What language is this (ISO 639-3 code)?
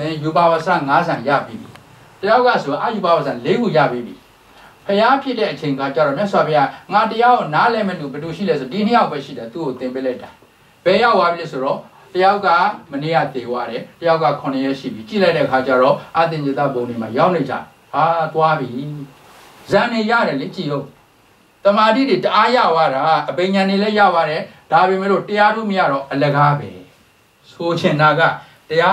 mya